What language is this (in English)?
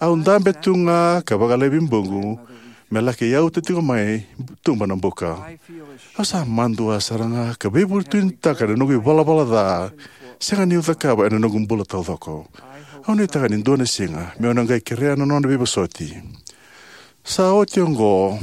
Fijian